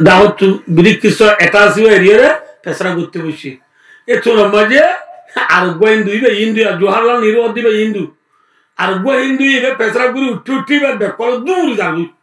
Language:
Rohingya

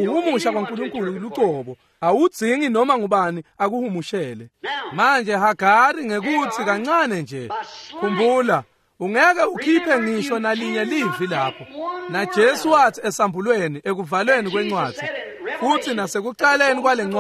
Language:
Swati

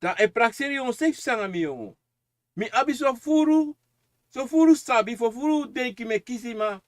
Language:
Sranan Tongo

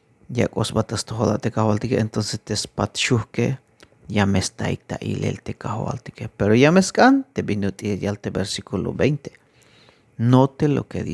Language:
Tzeltal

